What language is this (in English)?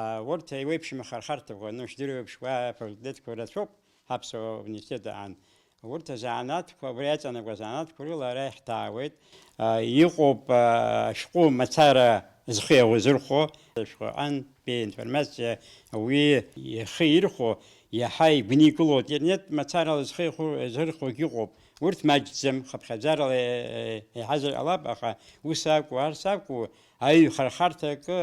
Abkhazian